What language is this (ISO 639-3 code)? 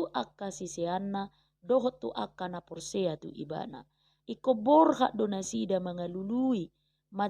bbc